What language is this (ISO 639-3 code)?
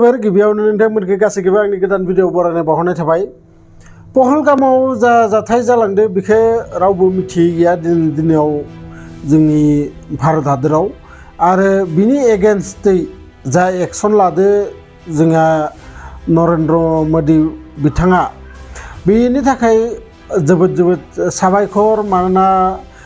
brx